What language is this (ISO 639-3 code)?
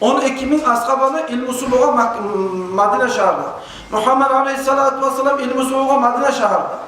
kum